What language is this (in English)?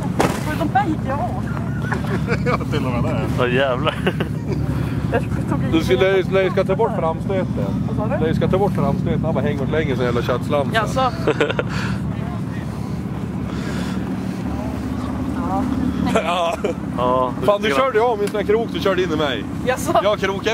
Swedish